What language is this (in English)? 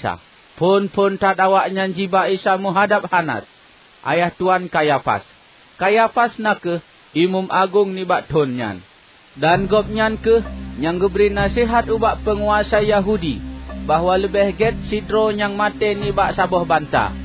Achinese